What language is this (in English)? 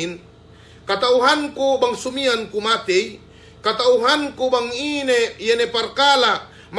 Yakan